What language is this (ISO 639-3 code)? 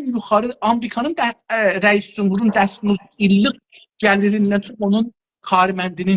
azb